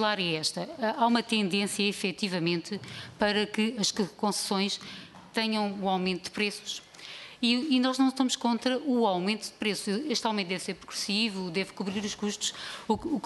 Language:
Portuguese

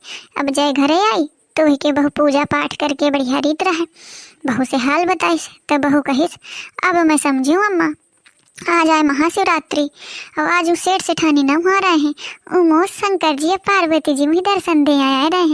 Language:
Awadhi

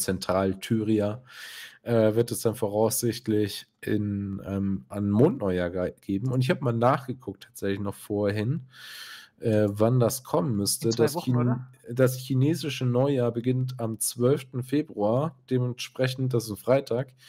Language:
German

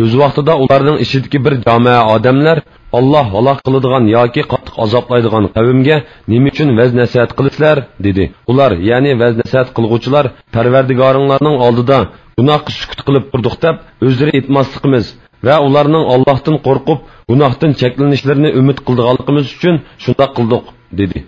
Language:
Uyghur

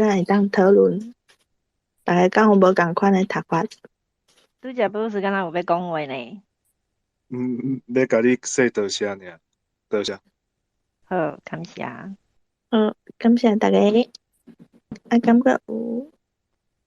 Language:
Min Nan Chinese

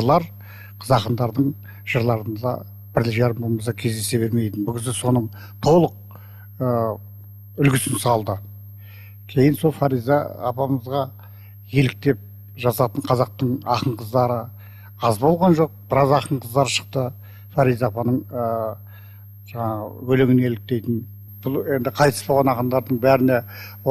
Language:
Kazakh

